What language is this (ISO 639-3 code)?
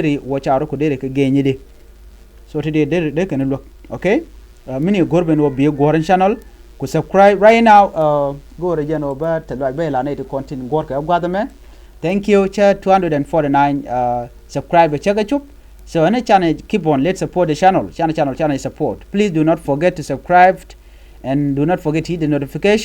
nus